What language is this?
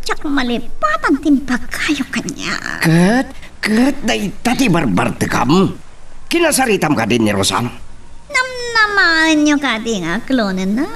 Iloko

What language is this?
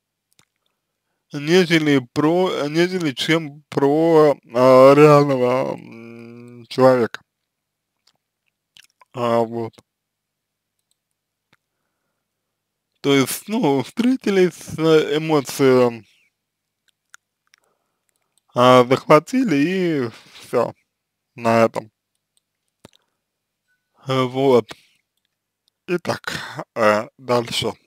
Russian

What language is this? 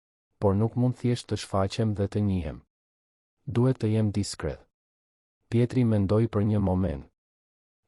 Albanian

